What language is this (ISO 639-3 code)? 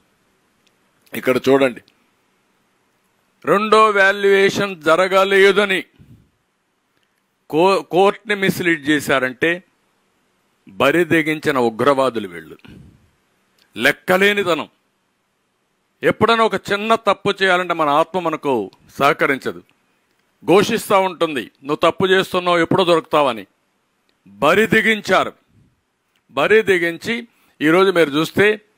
tel